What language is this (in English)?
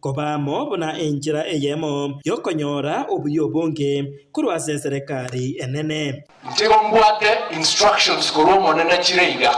Gusii